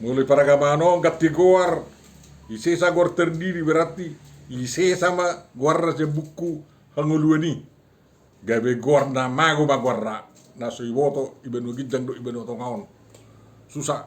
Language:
Batak Toba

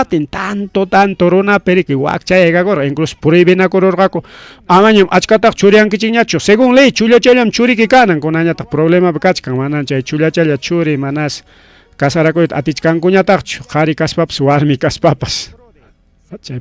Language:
Ayacucho Quechua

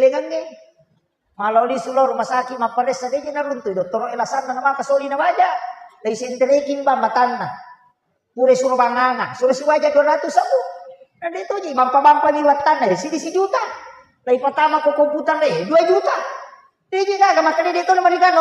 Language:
Buginese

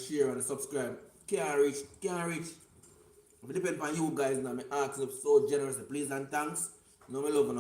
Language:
Jamaican Creole English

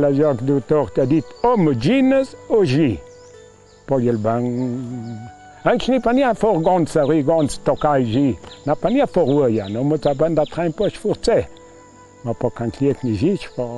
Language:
Ladin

